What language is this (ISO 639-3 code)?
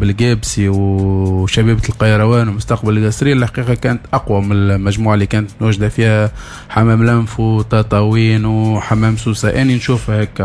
aeb